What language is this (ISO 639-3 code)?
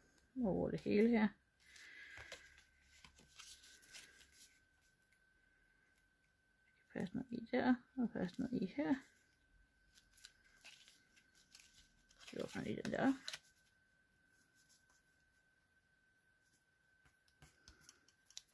dan